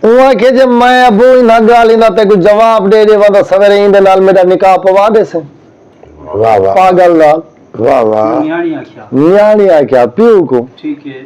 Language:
Saraiki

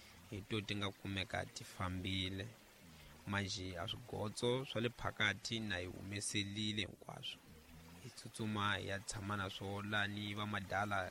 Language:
Tsonga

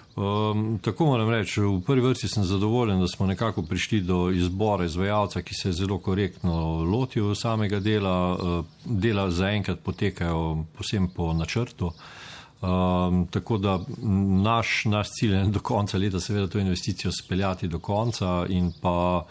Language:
Slovenian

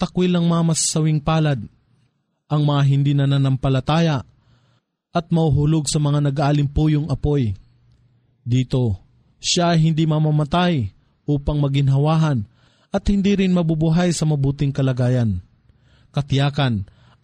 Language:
Filipino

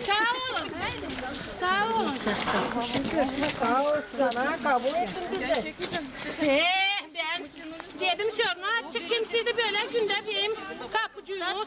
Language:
Gagauz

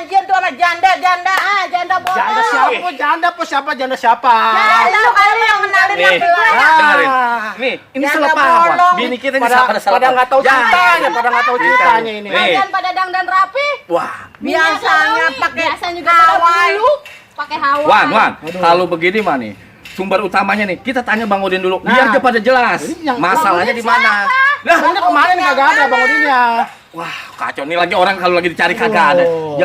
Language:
Betawi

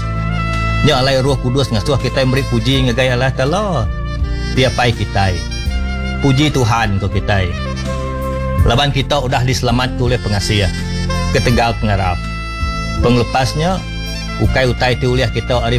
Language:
Iban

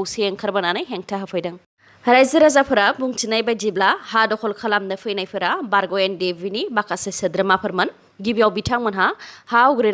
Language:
Bodo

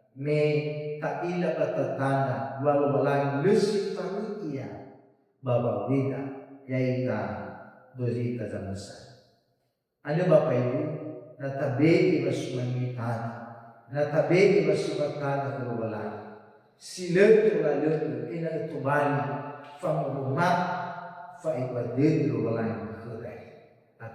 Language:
Nias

